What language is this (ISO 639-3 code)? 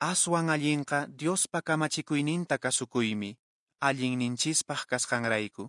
que